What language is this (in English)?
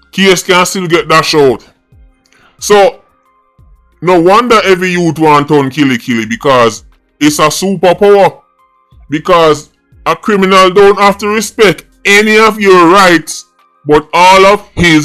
Jamaican Creole English